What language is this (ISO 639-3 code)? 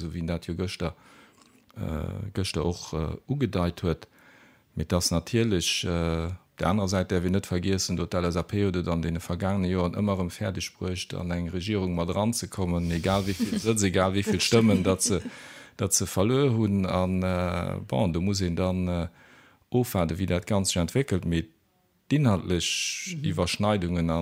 ltz